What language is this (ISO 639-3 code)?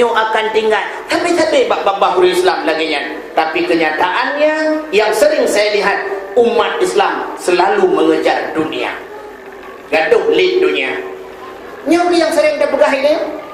ace